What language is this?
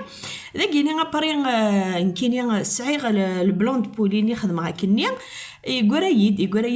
Kabyle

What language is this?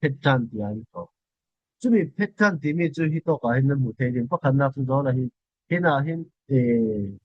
Falam Chin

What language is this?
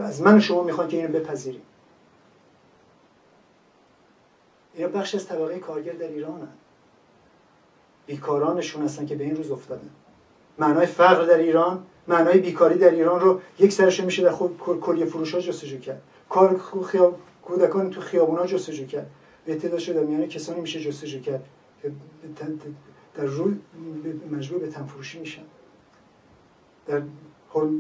Persian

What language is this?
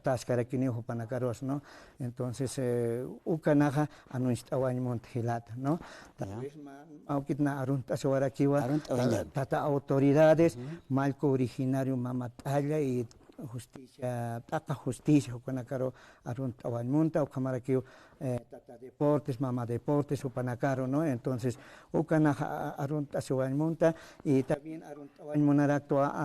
Aymara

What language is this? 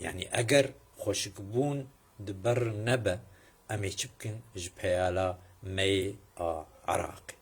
Kurdish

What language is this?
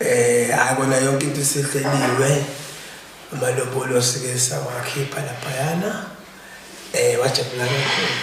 Zulu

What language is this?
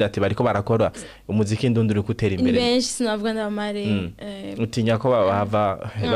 Rundi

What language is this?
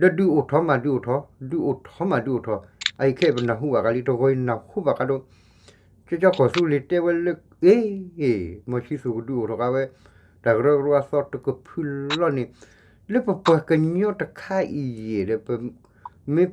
S'gaw Karen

